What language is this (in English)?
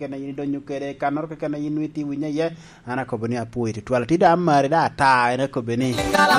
Lango (Uganda)